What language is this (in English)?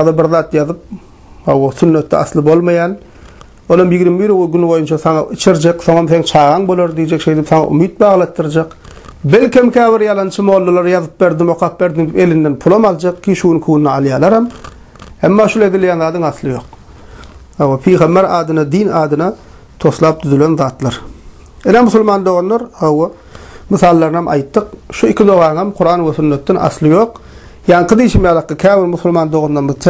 Turkmen